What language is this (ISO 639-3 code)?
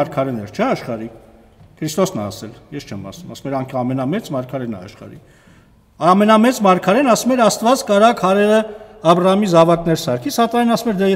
hye